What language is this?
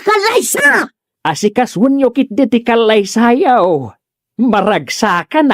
Iloko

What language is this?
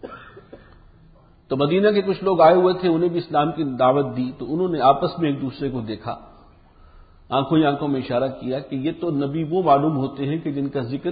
Urdu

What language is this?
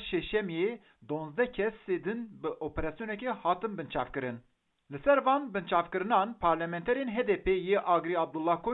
Kurdish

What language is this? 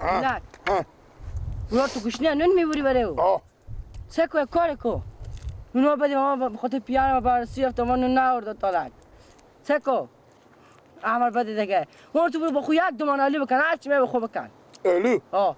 Persian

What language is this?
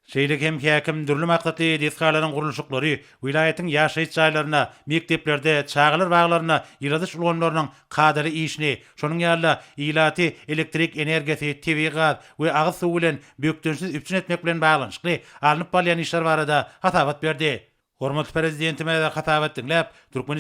Turkmen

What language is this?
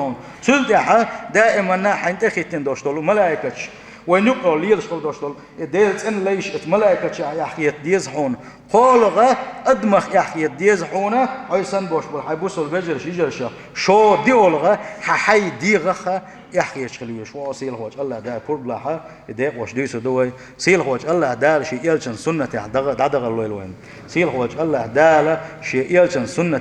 Chechen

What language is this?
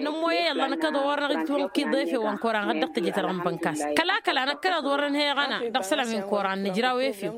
Tamasheq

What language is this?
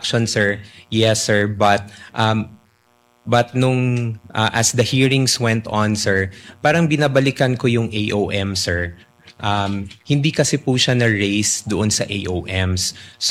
Filipino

